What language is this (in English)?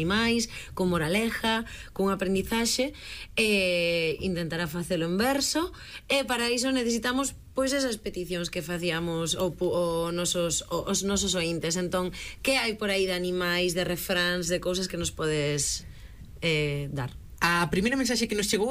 Galician